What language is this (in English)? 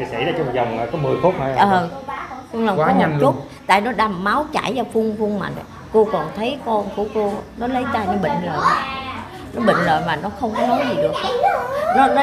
Vietnamese